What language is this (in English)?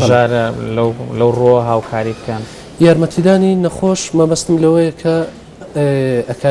Central Kurdish